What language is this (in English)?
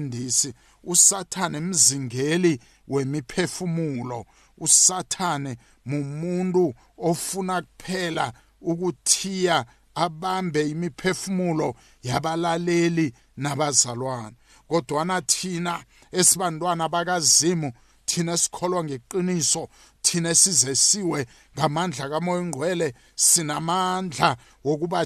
South Ndebele